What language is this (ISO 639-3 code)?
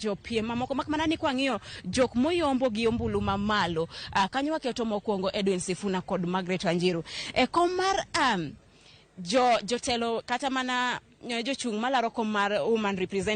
luo